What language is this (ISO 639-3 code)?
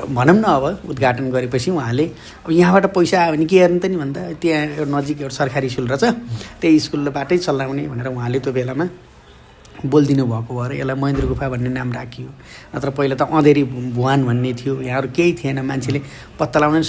nep